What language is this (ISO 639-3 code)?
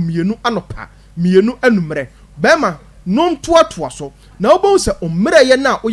aka